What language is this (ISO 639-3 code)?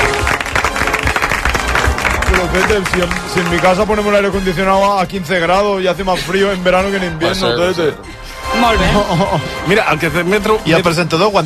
cat